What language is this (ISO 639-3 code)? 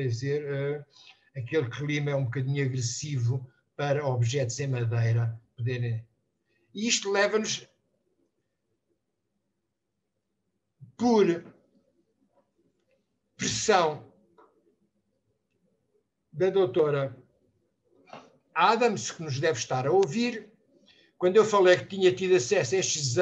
por